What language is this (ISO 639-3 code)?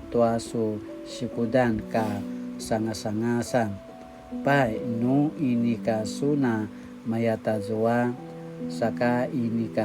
pwn